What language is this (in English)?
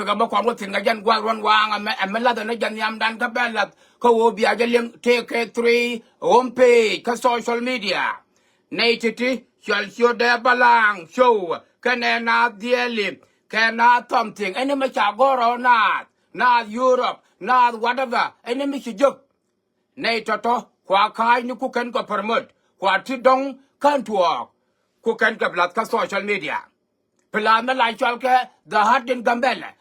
Nuer